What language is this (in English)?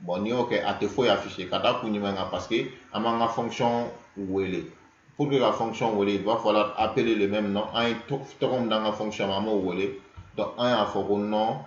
Bambara